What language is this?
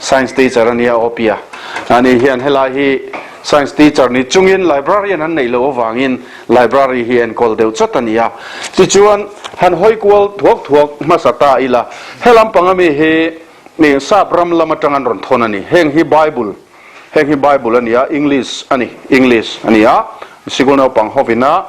Mizo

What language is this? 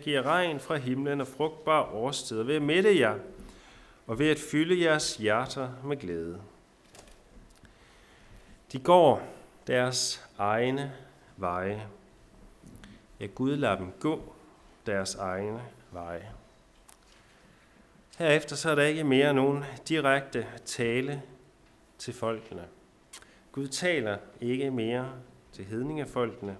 Danish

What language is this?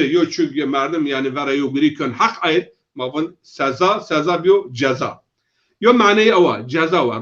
Zaza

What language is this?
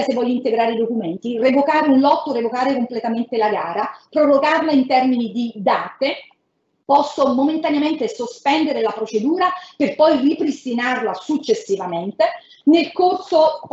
Italian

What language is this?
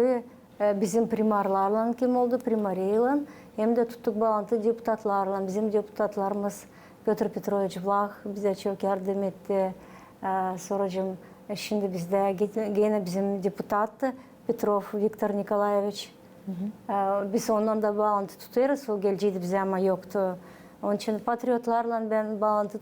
Gagauz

